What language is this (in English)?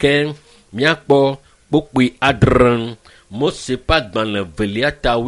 Ewe